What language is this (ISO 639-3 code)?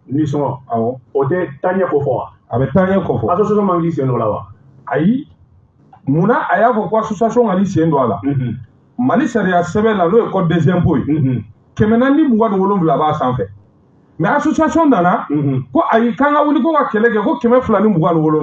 bam